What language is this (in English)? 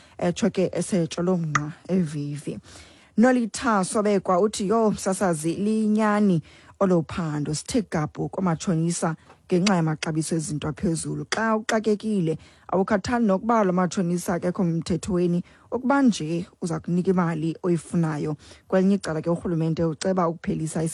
Xhosa